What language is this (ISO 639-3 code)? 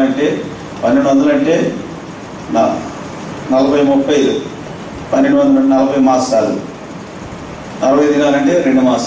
tel